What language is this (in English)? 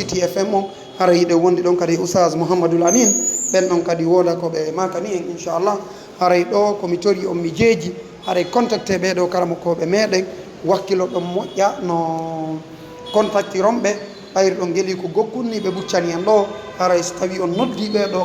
Fula